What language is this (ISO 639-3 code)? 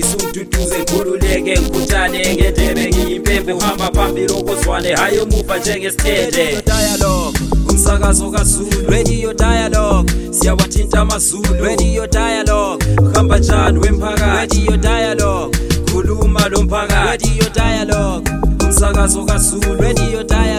nde